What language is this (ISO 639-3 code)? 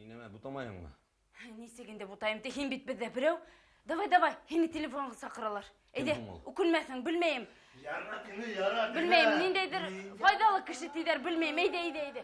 bak